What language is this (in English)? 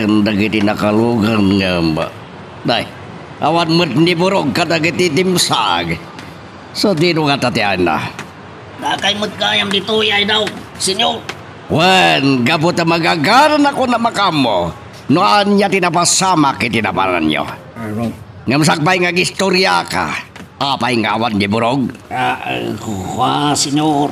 Iloko